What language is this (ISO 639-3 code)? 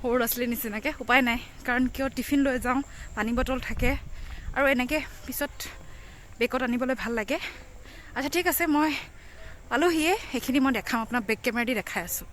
asm